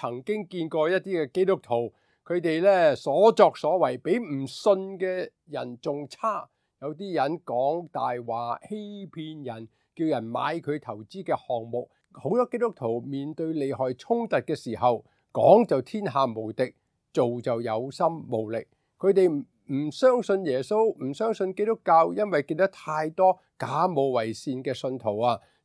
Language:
Cantonese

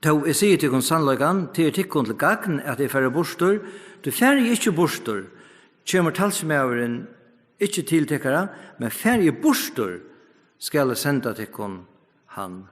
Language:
Faroese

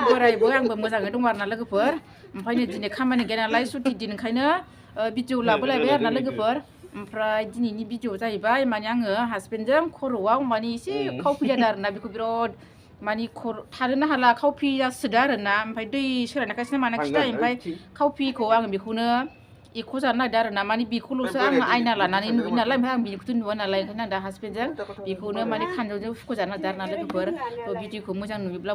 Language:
Bodo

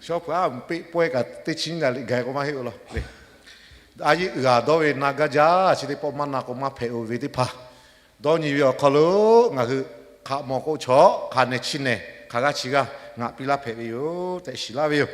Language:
Lahu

